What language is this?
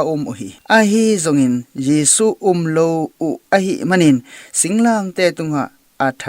Tedim Chin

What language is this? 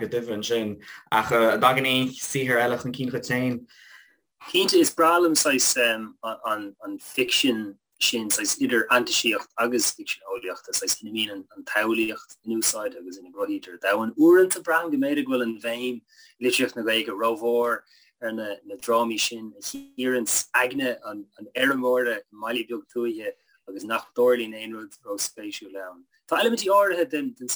Irish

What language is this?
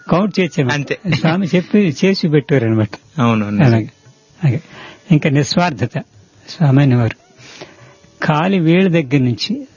Telugu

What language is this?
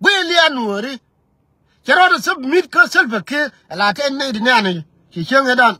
Nuer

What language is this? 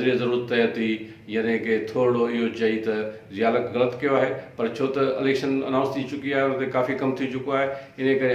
Sindhi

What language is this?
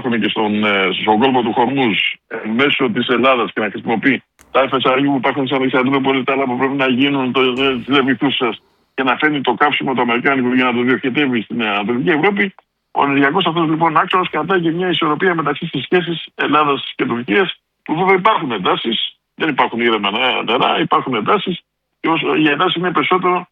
Greek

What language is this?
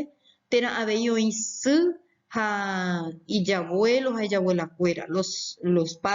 Guarani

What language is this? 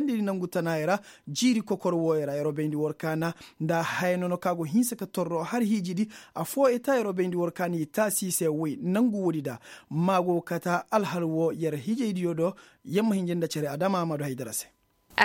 Koyraboro Senni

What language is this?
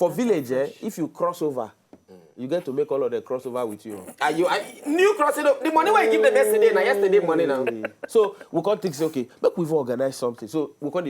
Nigerian Pidgin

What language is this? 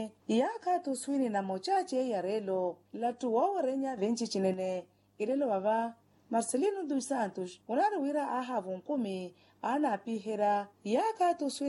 Makhuwa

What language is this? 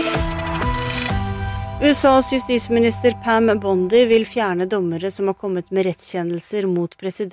Norwegian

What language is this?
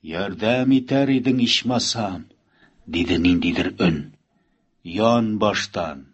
Tatar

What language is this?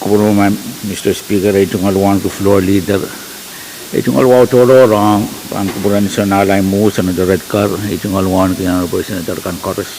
Pohnpeian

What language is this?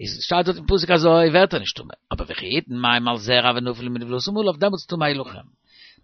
Yiddish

